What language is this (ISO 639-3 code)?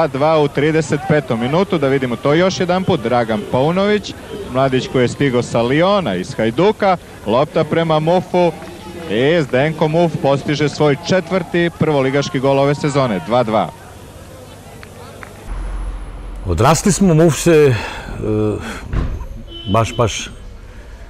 srp